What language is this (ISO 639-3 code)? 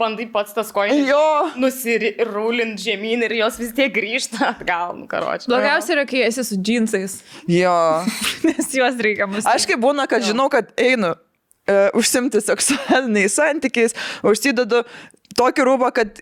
lit